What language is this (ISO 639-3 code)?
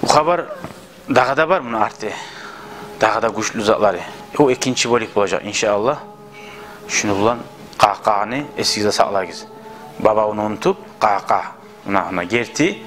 kum